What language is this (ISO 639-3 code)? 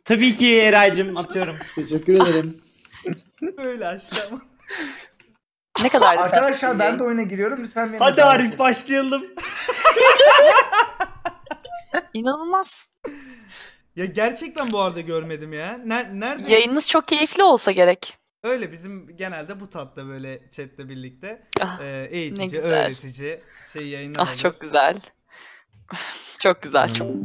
tur